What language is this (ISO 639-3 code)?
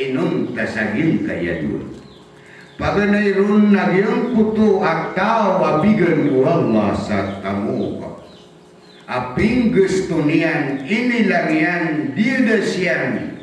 mrw